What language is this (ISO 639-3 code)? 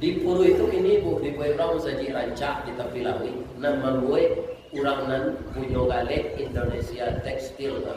min